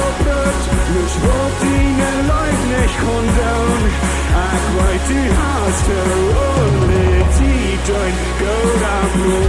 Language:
Plautdietsch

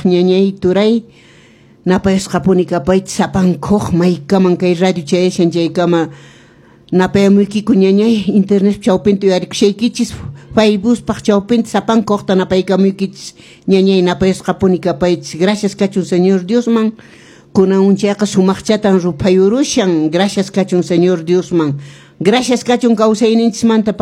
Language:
Quechua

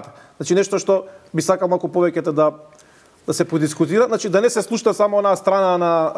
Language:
Macedonian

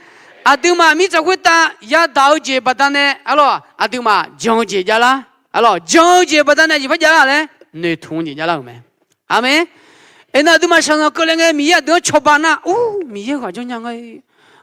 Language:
Akha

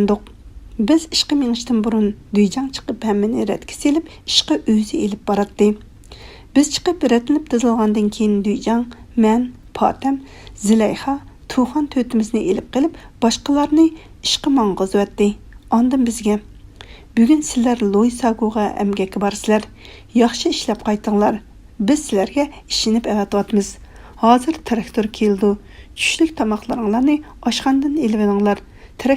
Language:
Uyghur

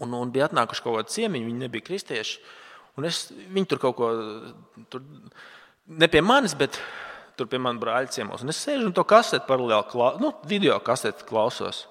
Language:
Latvian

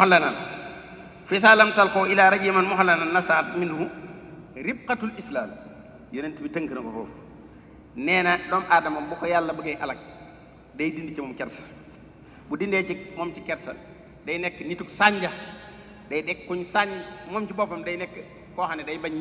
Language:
Wolof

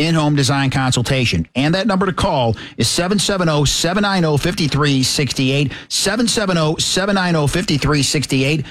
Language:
English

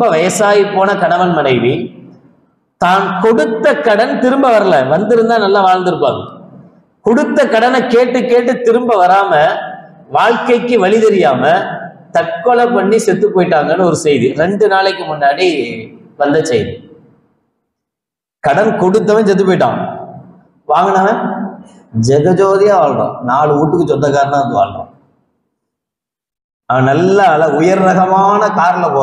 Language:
Tamil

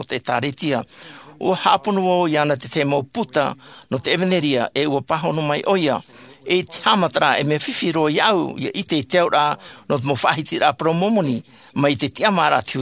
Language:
Tahitian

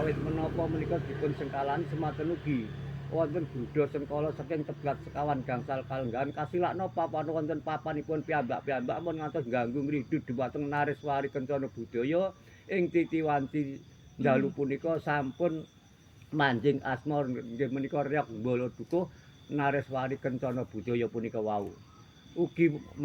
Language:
Javanese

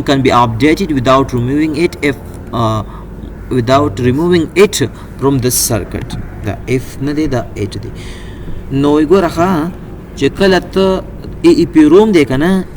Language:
Pashto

